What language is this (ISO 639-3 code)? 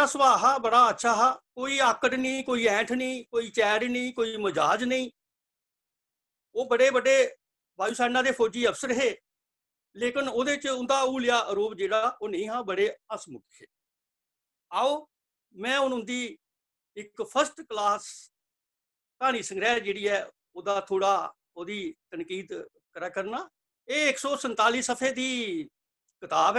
doi